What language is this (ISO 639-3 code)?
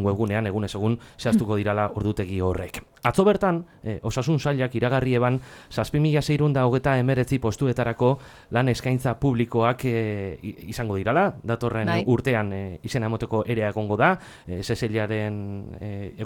eus